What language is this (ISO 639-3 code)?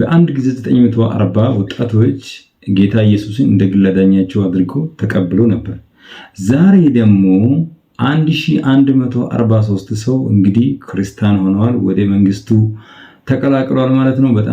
amh